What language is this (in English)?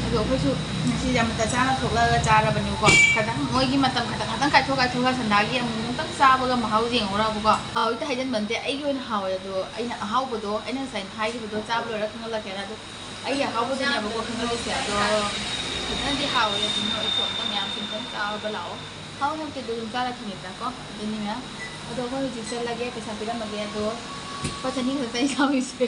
Manipuri